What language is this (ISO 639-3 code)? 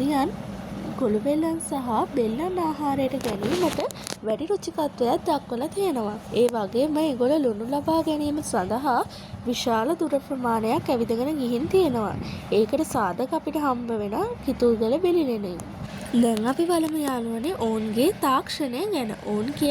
sin